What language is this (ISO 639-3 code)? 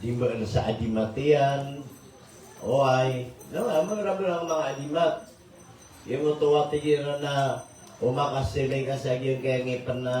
mrw